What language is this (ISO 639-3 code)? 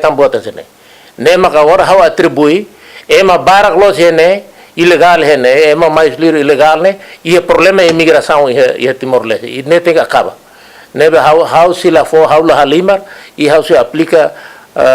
tet